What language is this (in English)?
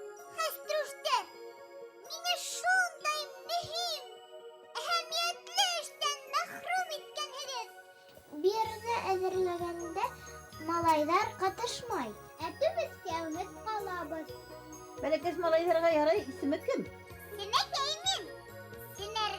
Bashkir